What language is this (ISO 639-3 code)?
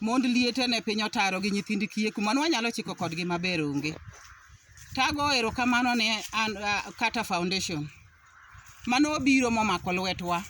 luo